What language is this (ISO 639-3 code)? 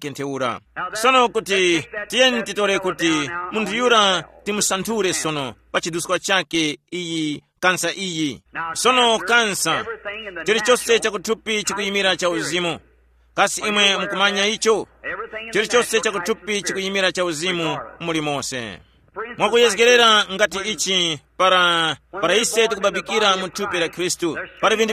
tum